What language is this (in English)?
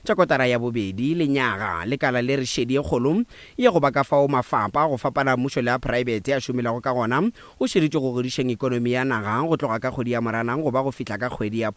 Northern Sotho